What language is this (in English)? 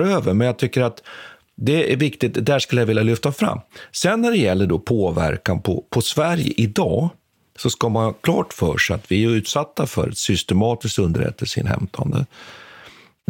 Swedish